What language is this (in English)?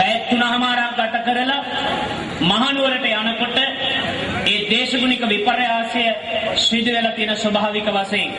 Sinhala